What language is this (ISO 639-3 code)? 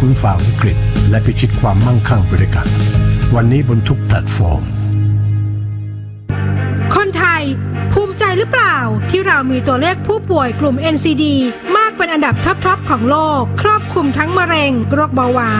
tha